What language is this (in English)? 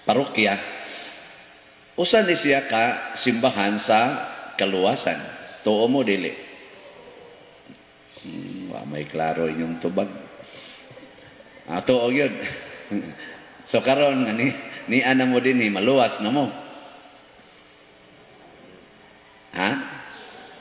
Cebuano